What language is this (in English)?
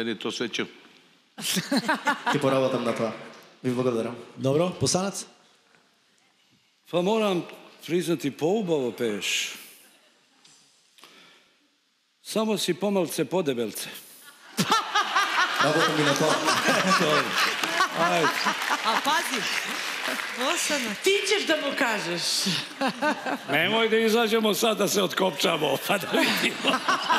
Serbian